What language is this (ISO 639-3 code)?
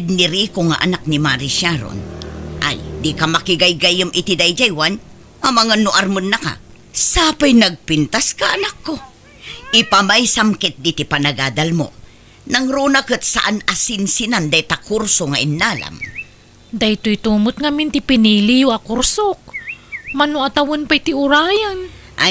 ilo